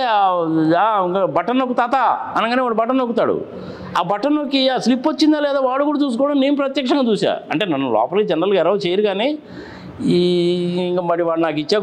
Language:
Telugu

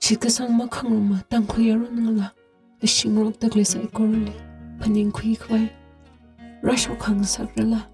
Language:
Tangkhul Naga (India)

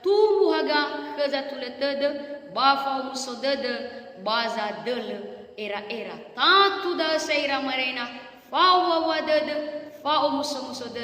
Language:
Nias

